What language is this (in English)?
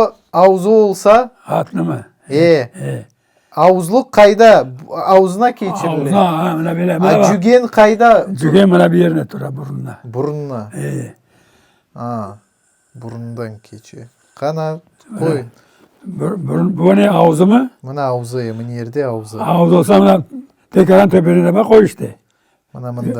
Crimean Tatar